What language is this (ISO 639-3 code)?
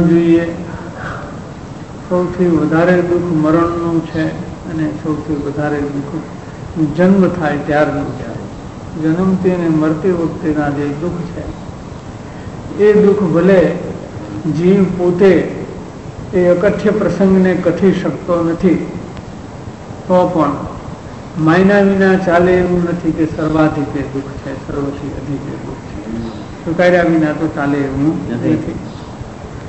guj